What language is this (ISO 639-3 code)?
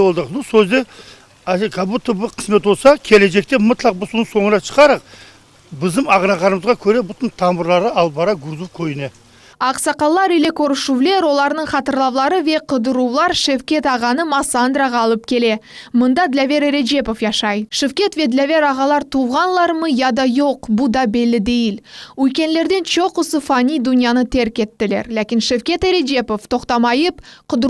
crh